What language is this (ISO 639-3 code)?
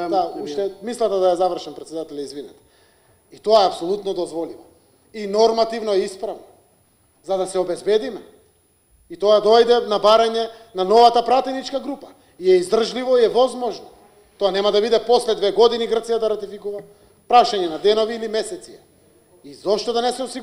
mkd